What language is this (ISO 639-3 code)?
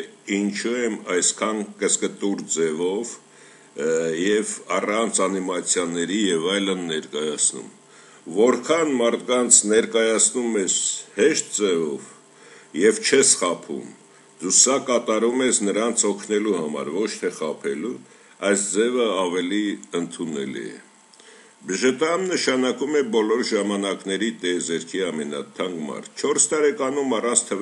hye